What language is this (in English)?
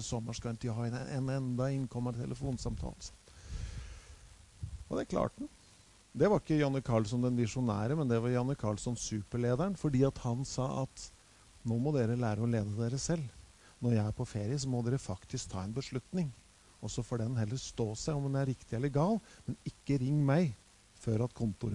Norwegian